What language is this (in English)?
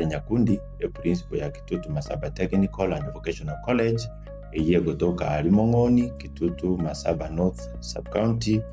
Gusii